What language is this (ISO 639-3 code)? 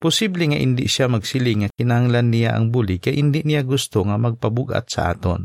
hil